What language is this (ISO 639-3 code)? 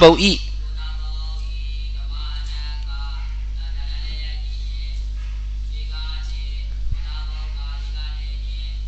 mya